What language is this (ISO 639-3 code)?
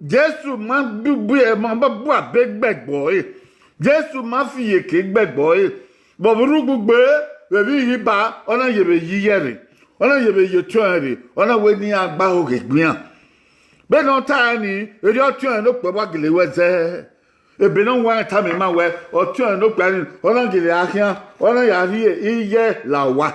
bin